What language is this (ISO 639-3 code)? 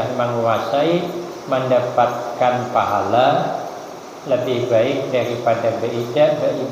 bjn